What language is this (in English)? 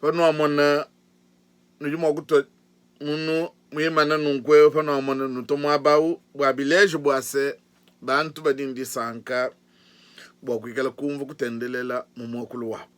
Luba-Lulua